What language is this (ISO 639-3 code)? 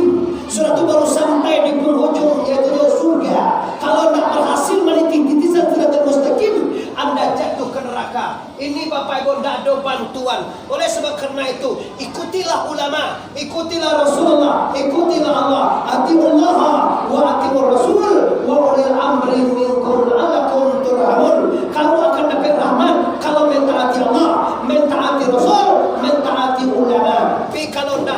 min